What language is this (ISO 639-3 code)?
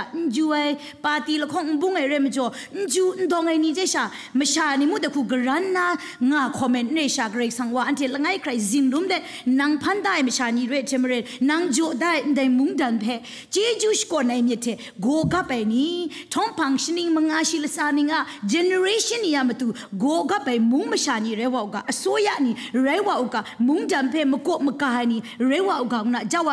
kac